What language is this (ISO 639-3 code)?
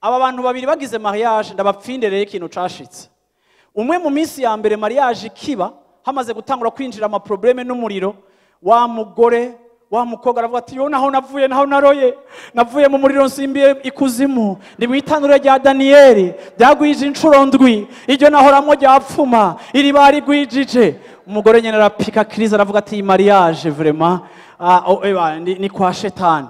run